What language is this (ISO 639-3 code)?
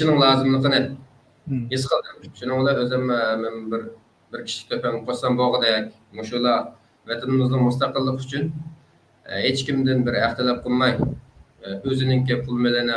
uig